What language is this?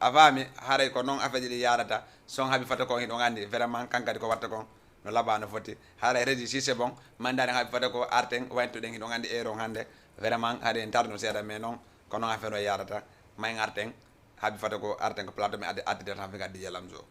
Fula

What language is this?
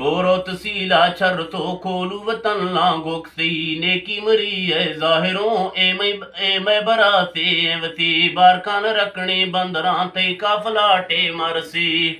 Eastern Balochi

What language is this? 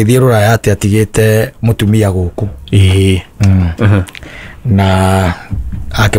Kikuyu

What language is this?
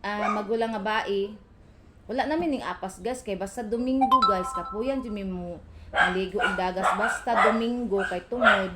Cebuano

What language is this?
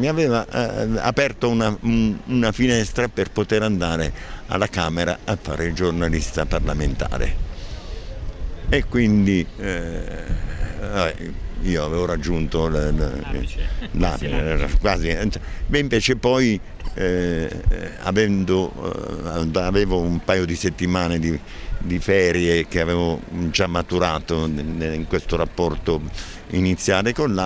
Italian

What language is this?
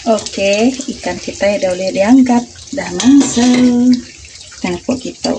Iban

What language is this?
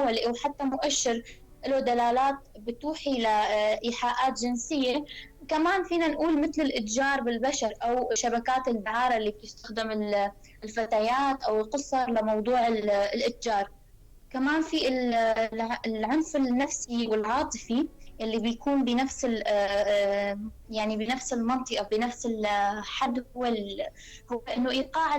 North Levantine Arabic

